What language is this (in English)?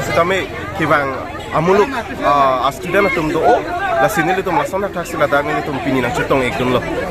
Karbi